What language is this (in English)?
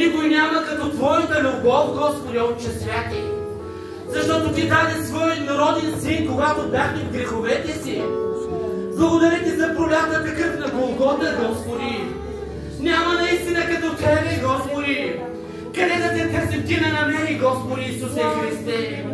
Bulgarian